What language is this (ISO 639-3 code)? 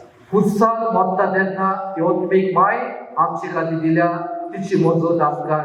kok